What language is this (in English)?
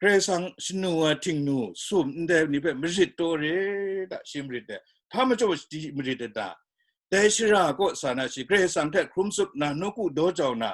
Kachin